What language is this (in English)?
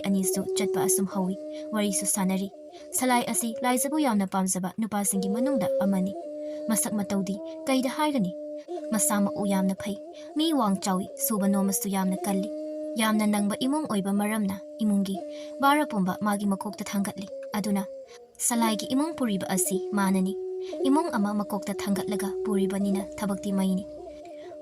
Manipuri